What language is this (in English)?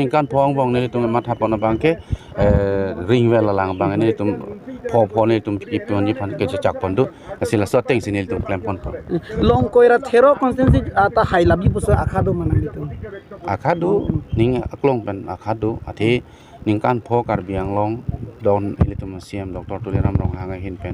Karbi